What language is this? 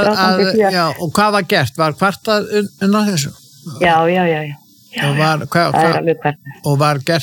Icelandic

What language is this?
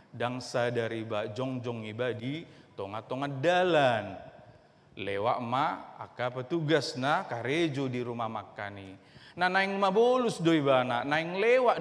Batak Toba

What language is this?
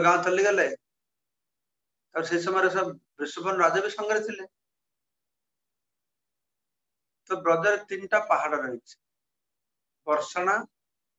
Odia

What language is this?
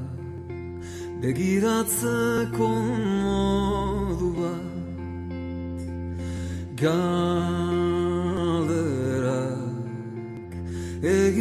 Basque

